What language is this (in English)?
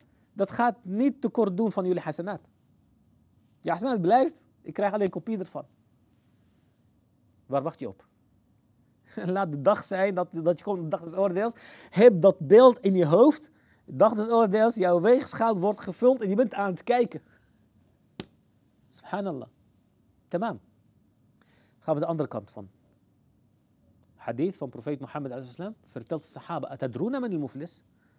Dutch